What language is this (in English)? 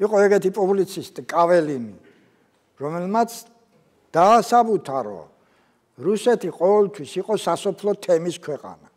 Georgian